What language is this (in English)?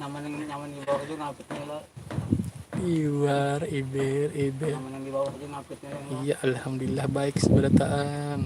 Banjar